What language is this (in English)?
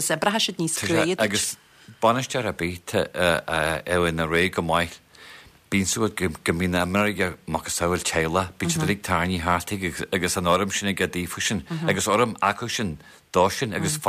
Irish